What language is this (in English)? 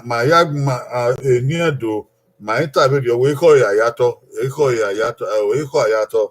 Bini